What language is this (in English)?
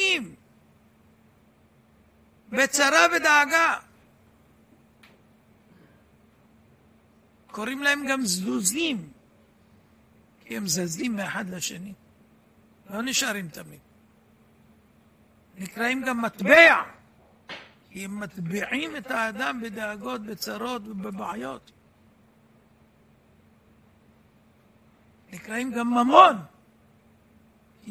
Hebrew